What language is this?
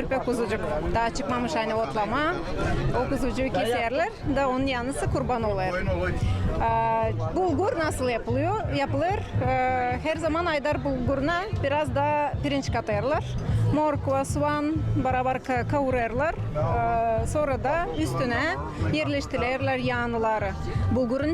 Gagauz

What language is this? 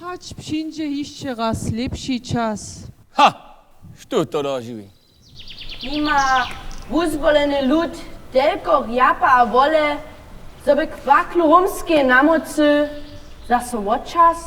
Upper Sorbian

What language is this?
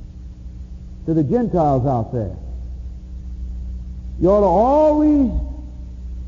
English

